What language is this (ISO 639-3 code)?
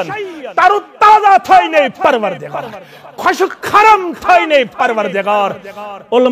kas